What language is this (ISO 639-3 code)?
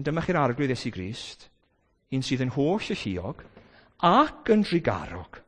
cym